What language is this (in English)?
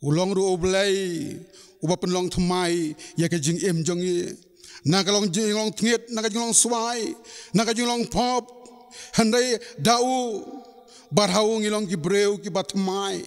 Khasi